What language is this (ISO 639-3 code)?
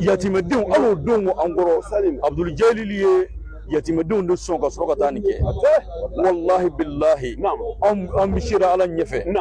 bam